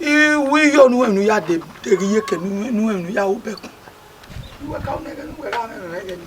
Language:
Bini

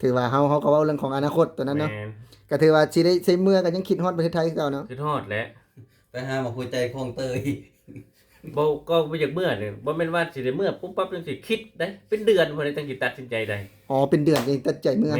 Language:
Lao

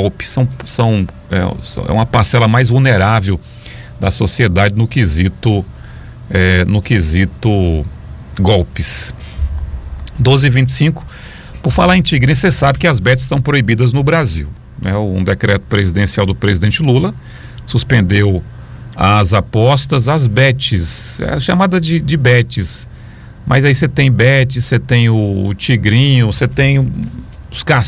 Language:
Portuguese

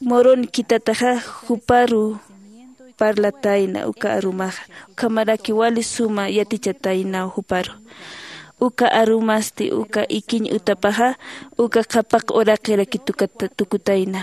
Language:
Aymara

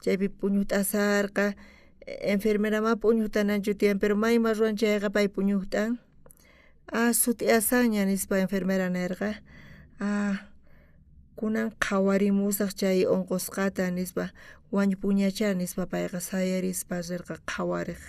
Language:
South Bolivian Quechua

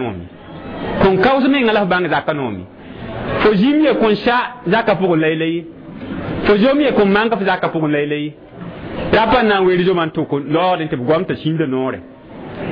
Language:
Mossi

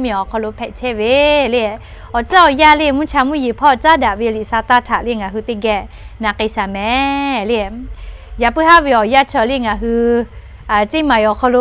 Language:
Lahu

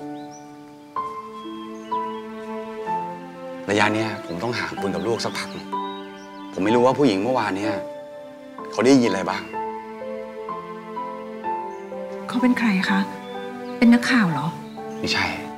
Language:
Thai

